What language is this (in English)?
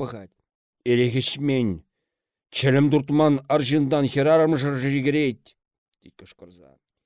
Chuvash